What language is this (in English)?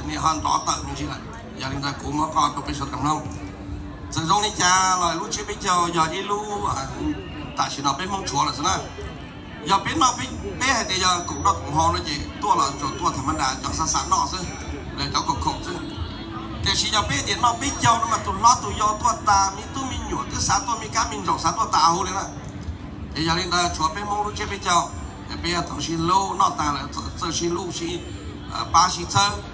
Hmong